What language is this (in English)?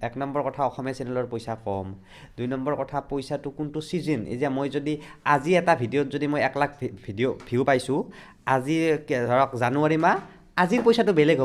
Assamese